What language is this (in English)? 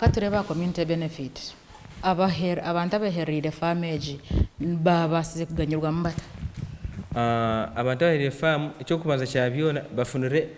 Nyankole